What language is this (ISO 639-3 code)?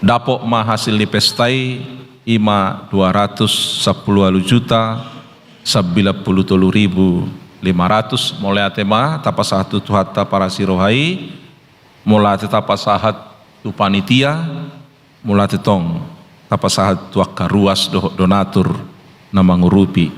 bbc